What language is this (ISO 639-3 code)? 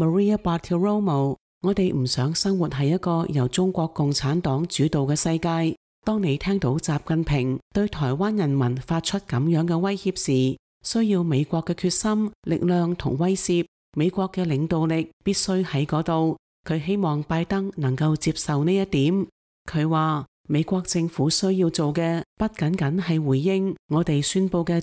yue